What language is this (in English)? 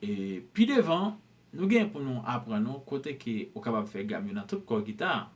Haitian Creole